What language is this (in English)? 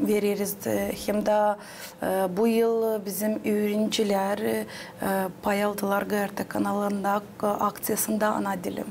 Gagauz